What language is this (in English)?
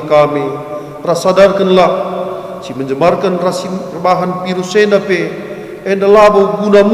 Batak Karo